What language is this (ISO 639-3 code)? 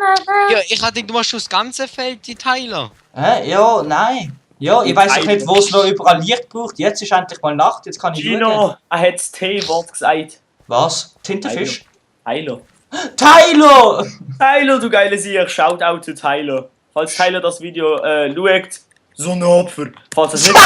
gsw